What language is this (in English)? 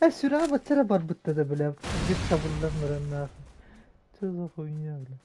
Yakut